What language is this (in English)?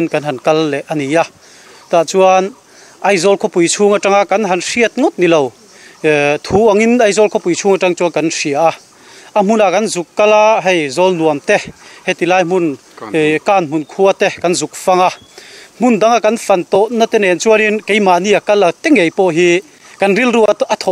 Mizo